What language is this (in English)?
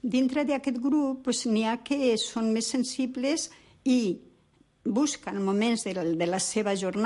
Catalan